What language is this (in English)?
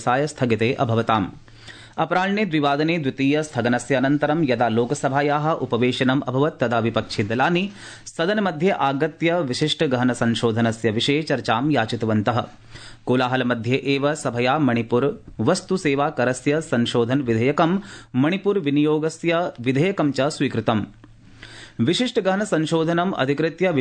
Sanskrit